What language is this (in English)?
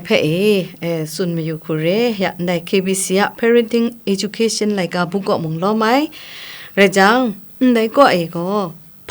Kachin